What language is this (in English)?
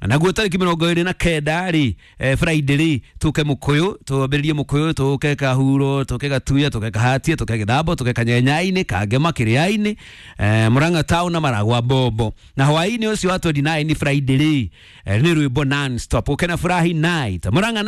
Kikuyu